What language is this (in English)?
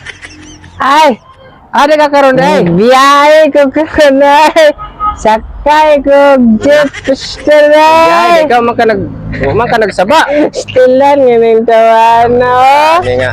Cebuano